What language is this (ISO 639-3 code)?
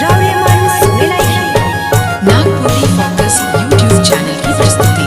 sck